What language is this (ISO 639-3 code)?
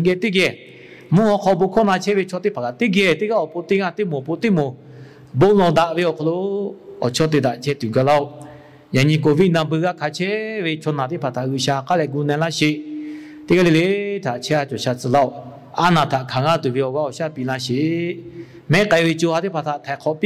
lhu